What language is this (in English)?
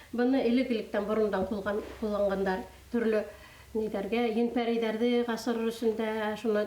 Bashkir